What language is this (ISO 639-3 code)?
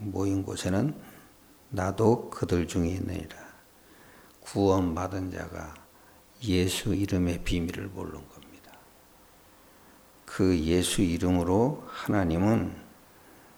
kor